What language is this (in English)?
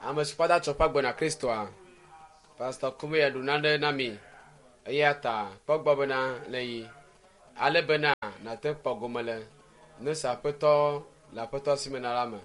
Ewe